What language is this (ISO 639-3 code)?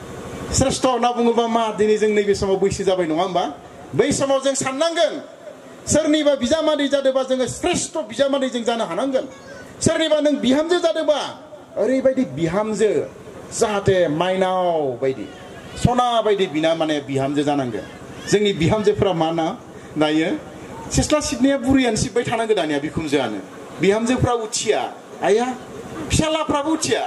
brx